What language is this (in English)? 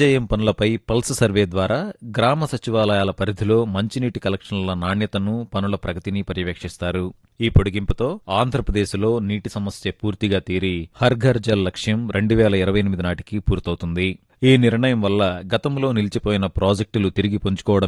Telugu